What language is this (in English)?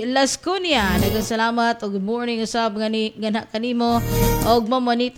Cebuano